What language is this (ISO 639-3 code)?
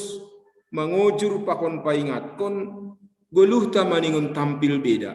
bts